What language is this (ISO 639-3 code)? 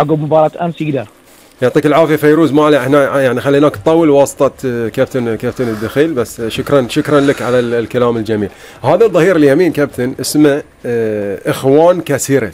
afb